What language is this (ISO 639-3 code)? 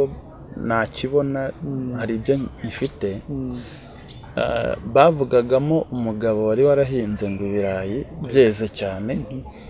kin